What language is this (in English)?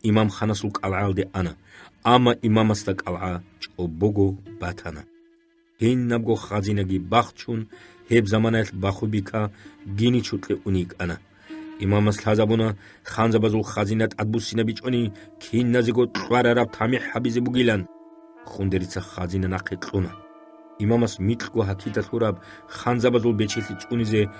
Avaric